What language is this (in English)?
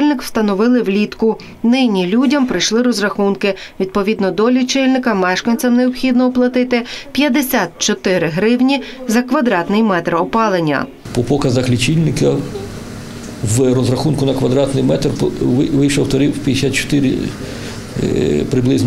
Ukrainian